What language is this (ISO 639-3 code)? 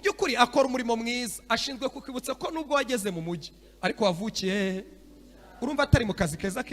kin